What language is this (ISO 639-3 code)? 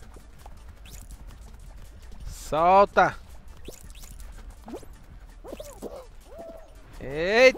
por